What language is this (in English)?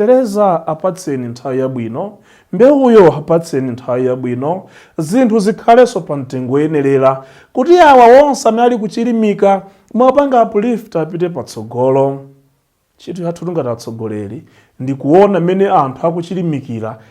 Nyanja